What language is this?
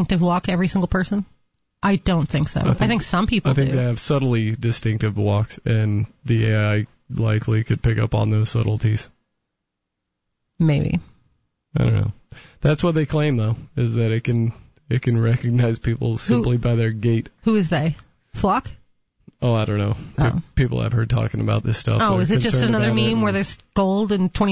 English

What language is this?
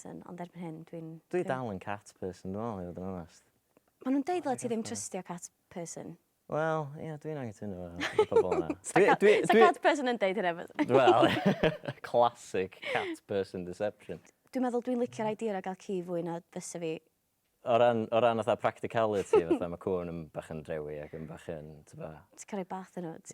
Welsh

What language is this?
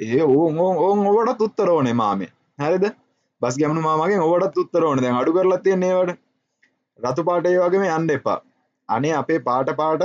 Sinhala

